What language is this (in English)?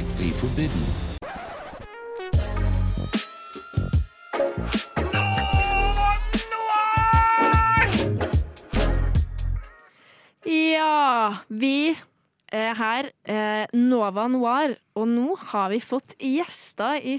Norwegian